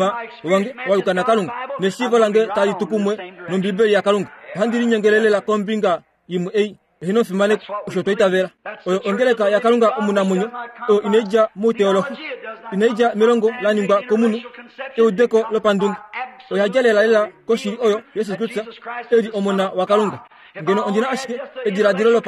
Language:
Kuanyama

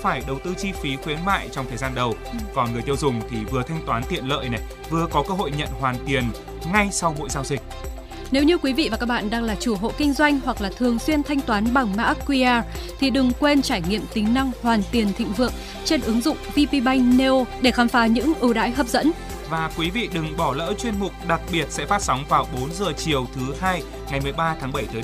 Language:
Vietnamese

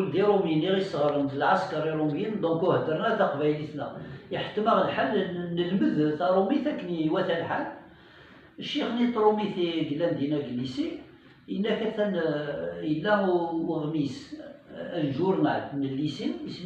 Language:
Kabyle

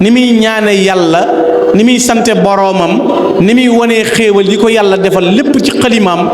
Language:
Wolof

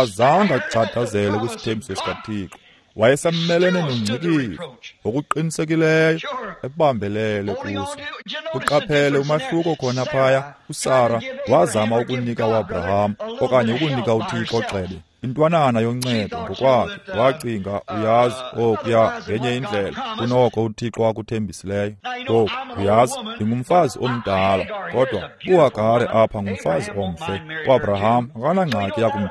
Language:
Xhosa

